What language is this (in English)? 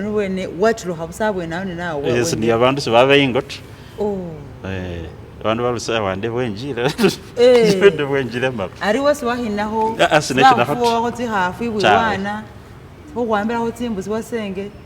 Masaaba